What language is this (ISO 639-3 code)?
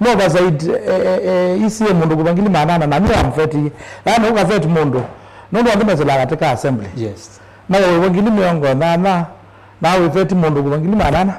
kam